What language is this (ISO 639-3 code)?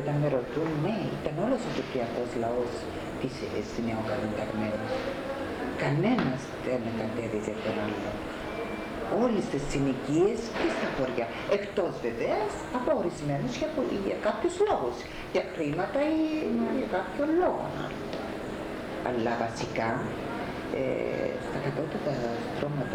ell